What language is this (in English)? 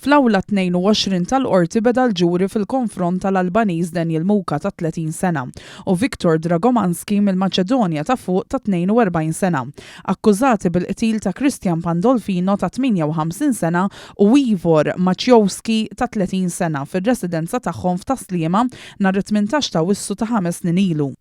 Maltese